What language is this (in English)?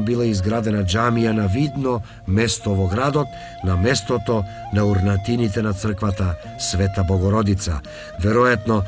Macedonian